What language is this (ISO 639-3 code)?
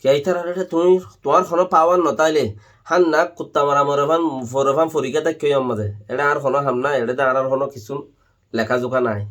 rhg